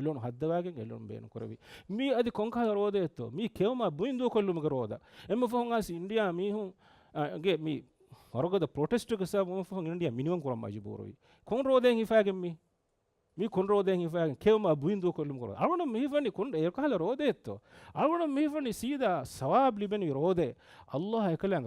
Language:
Divehi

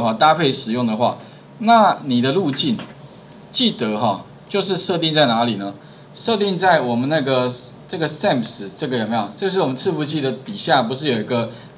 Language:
Chinese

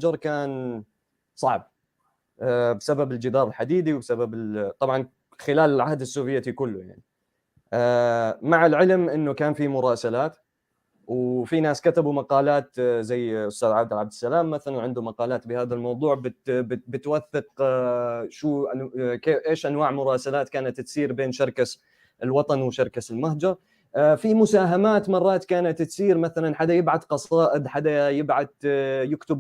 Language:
North Levantine Arabic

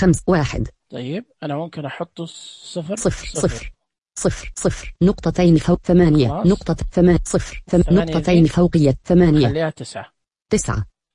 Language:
Najdi Arabic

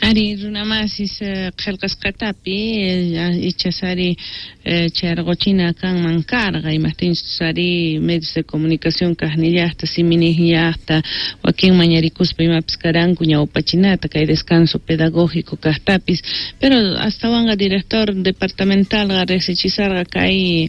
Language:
South Bolivian Quechua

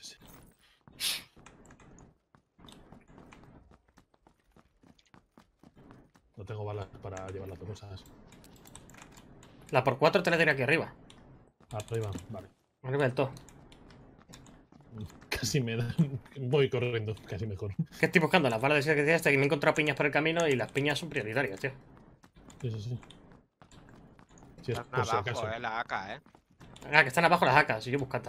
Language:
Spanish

